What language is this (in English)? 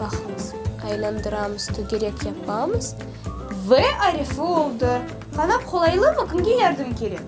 Crimean Tatar